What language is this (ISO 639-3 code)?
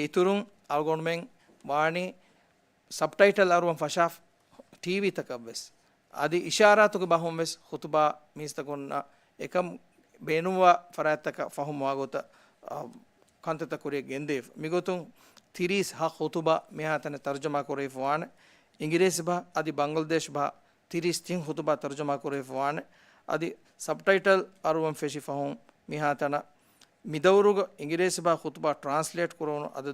div